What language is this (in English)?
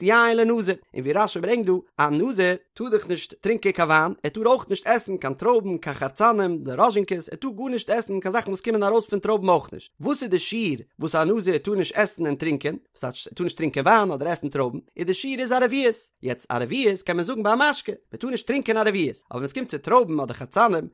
Yiddish